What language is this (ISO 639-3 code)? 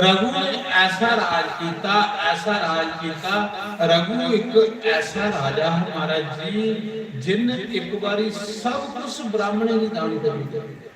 doi